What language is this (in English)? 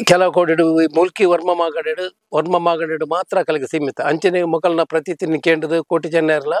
Tulu